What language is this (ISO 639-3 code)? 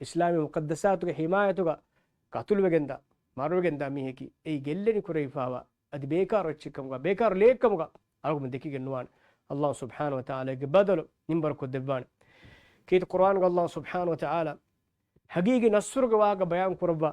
div